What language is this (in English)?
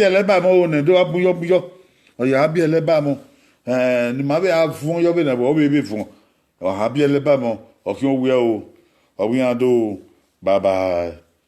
Bini